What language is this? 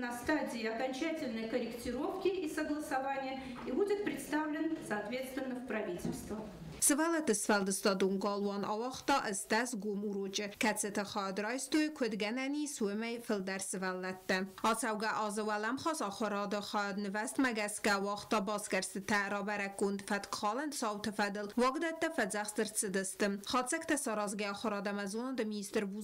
Ossetic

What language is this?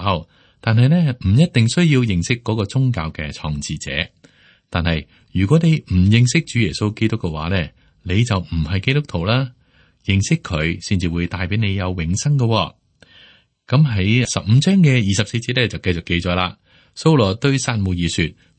Cantonese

